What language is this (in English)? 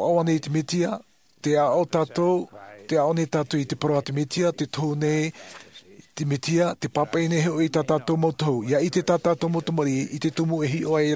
Tahitian